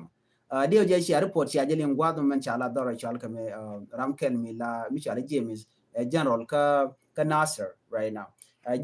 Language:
Nuer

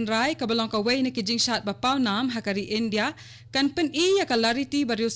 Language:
Khasi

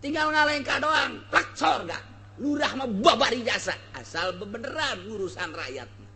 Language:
Sundanese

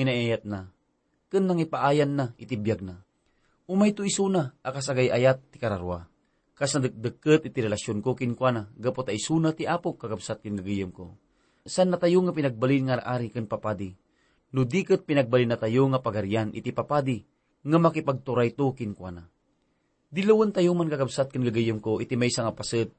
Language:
Iloko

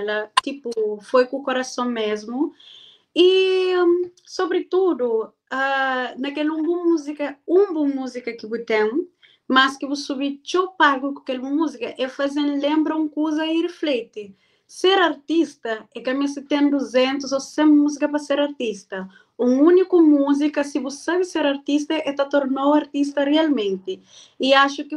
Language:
Kabuverdianu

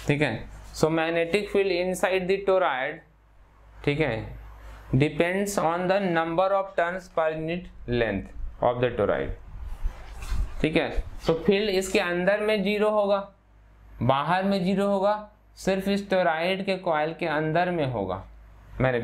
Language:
Hindi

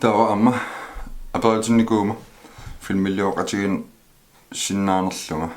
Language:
Kalaallisut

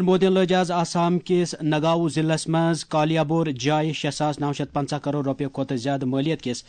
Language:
Kashmiri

